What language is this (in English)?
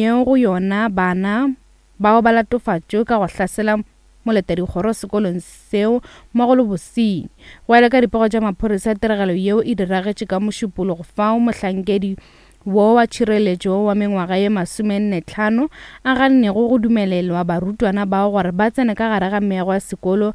Northern Sotho